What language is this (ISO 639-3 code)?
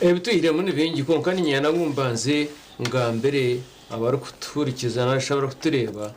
nyn